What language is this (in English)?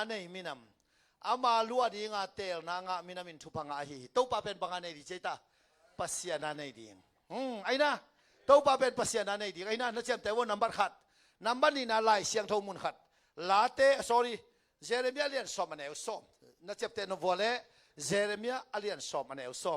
Tedim Chin